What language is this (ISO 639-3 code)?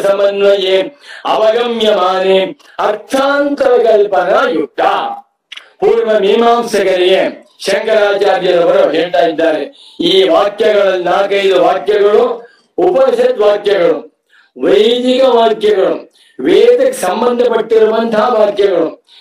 kan